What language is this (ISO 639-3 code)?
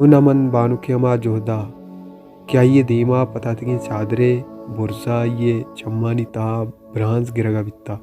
bal